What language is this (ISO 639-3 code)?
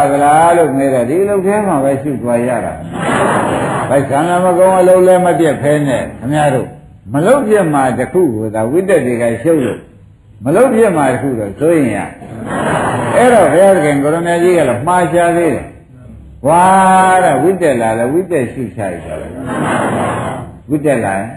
mya